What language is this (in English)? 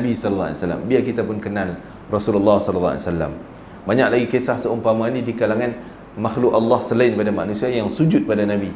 Malay